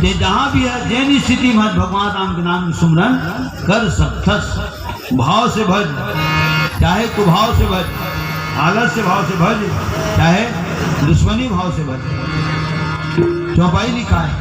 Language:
Chhattisgarhi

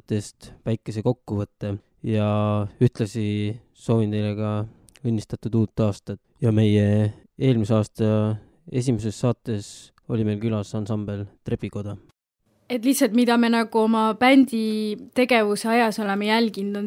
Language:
Estonian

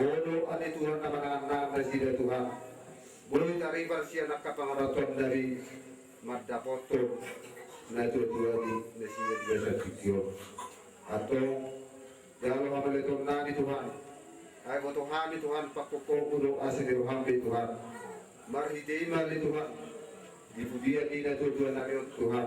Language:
Batak Toba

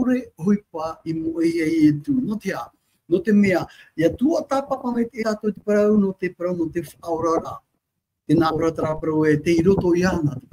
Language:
Tahitian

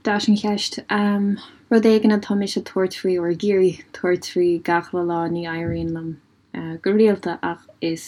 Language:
Irish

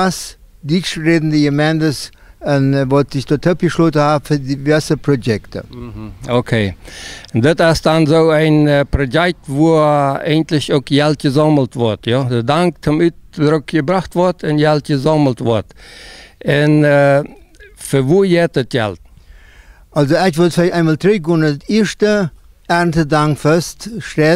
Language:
Plautdietsch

